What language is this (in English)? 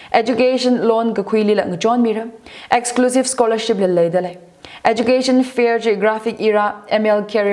Tangkhul Naga (India)